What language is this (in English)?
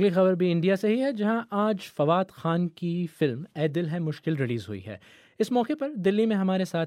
Urdu